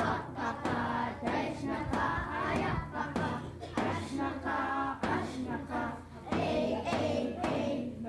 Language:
Central Yupik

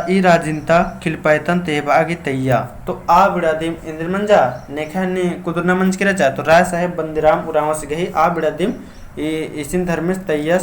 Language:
Kurukh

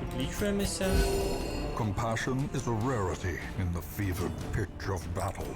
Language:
Rusyn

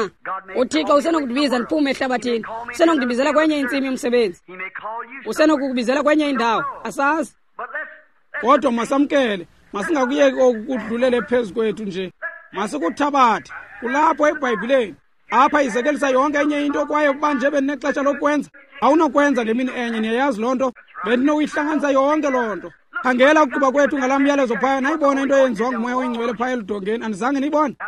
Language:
Xhosa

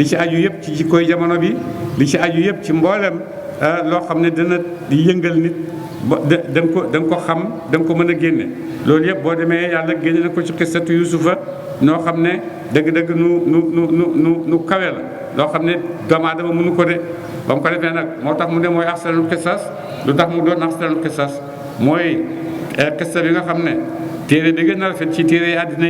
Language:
Wolof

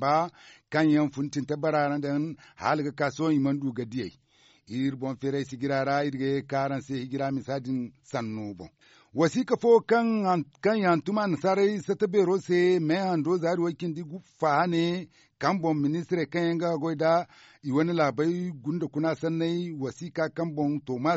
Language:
Zarma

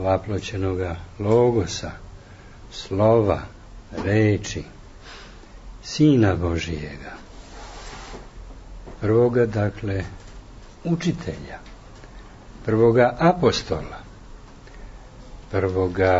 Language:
Serbian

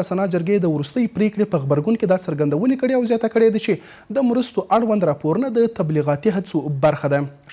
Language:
Pashto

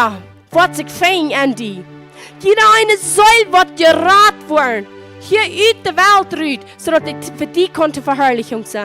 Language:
Plautdietsch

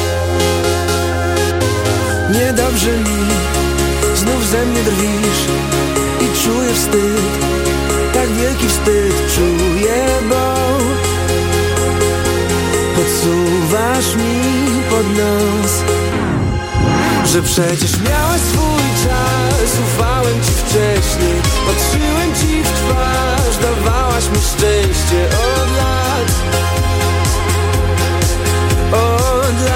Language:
Polish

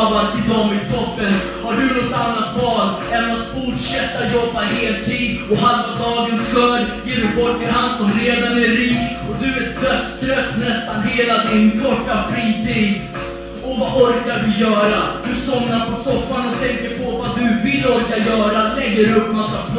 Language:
Swedish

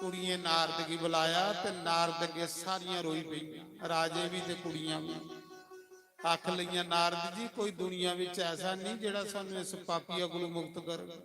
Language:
Dogri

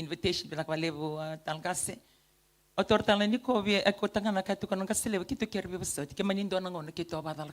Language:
Fijian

